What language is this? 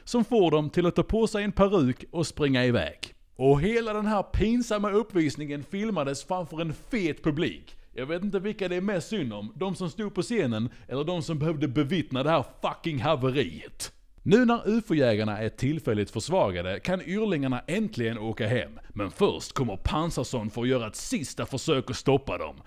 Swedish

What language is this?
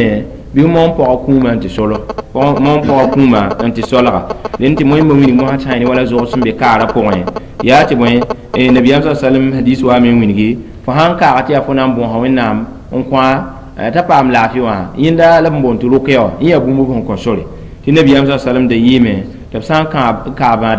Mossi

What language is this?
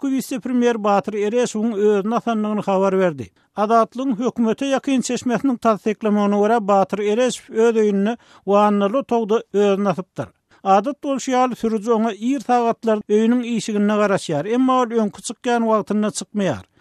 Turkmen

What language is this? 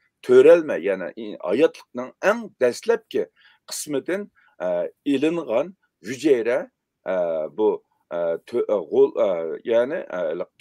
Uyghur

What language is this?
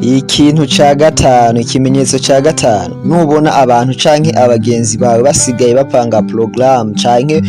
Rundi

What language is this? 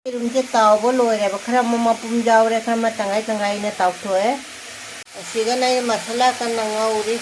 Manipuri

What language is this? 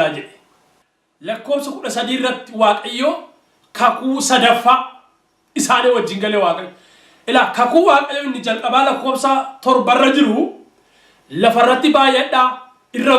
Oromo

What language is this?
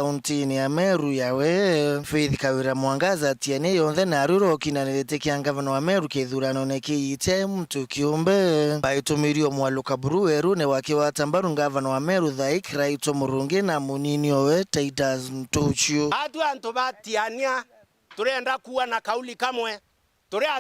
Meru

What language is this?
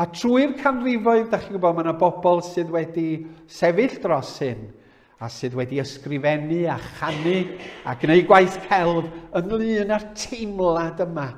Welsh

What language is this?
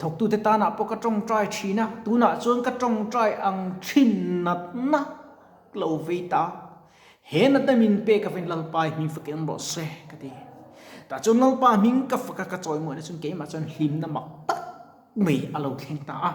Mizo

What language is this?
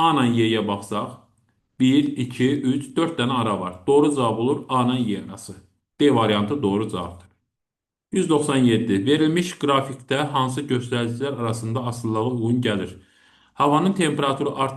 Azerbaijani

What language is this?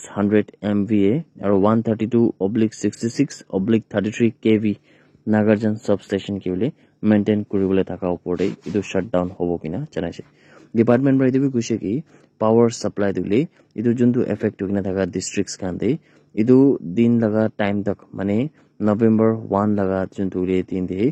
Naga Pidgin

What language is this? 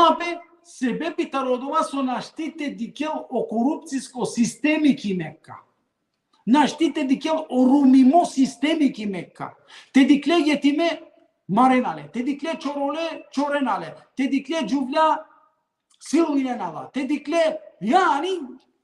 Balkan Romani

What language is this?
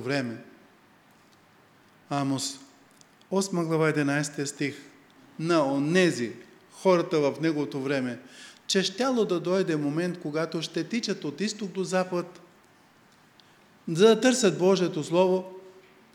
Bulgarian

